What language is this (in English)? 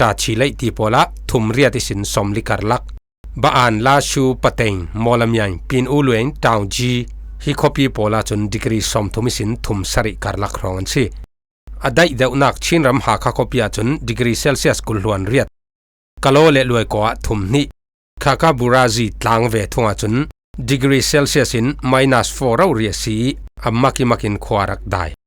Falam Chin